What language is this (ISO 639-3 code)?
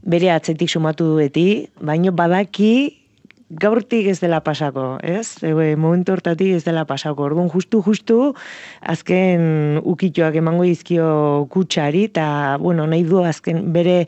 eus